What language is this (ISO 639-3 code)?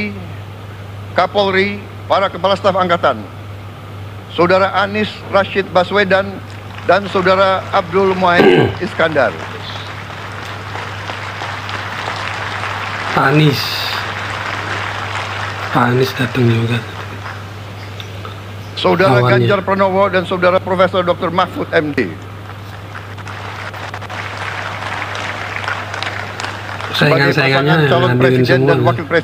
ind